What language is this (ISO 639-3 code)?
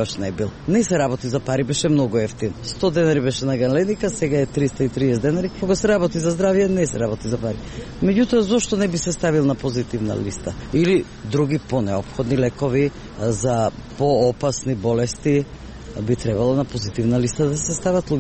mkd